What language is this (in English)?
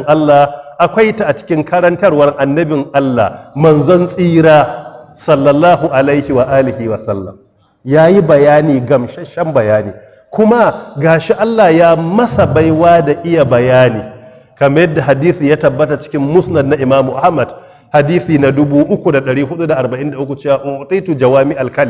Hausa